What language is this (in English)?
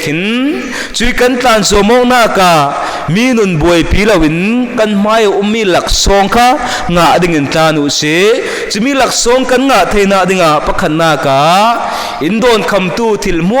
Falam Chin